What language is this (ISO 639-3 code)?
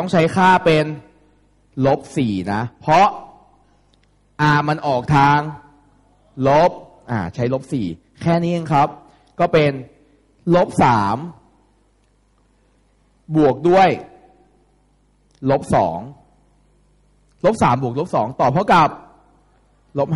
tha